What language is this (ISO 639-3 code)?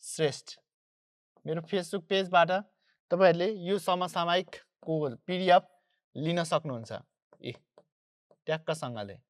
nep